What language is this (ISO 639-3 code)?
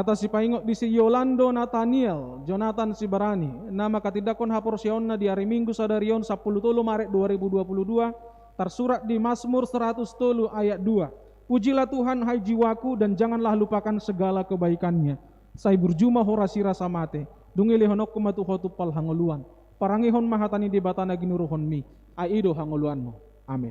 bbc